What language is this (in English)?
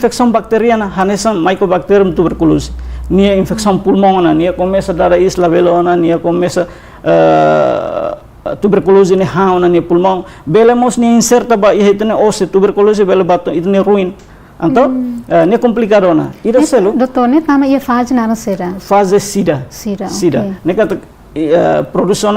Tetum